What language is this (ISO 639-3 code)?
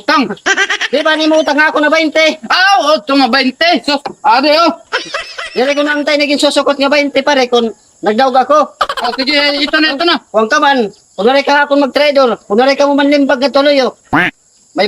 war